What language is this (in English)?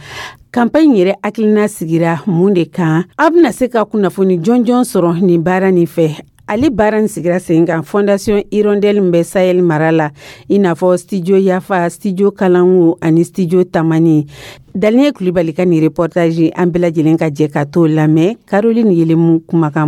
Dyula